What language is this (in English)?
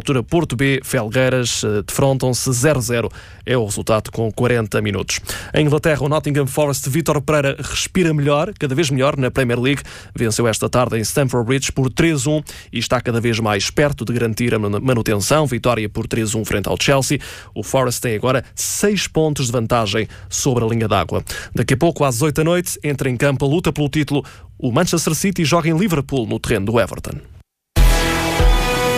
Portuguese